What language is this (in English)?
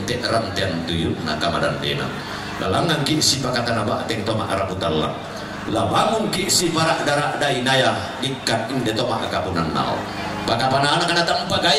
Toraja-Sa'dan